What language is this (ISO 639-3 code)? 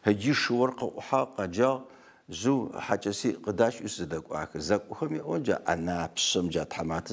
ady